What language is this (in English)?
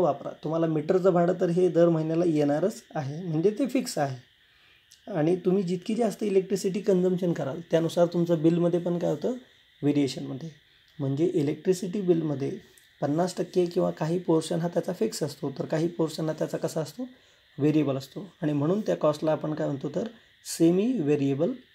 Marathi